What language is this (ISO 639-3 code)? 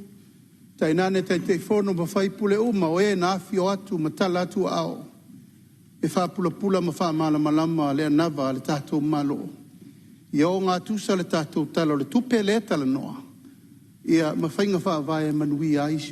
smo